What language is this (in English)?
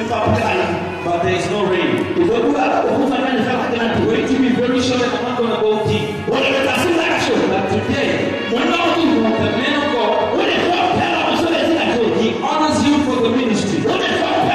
Southern Sotho